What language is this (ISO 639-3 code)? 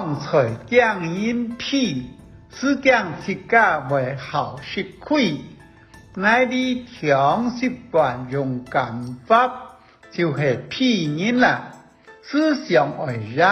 hak